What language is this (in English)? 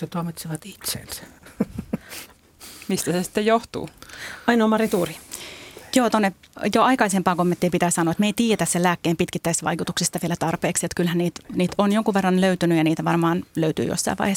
Finnish